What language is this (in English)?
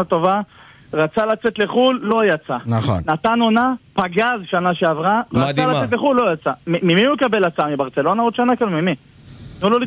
Hebrew